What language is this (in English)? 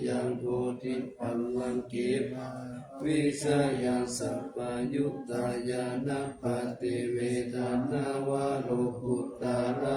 Pali